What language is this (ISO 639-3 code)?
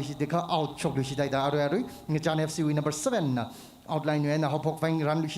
nmf